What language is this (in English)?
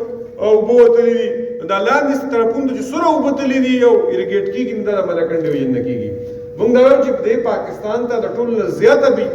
Pashto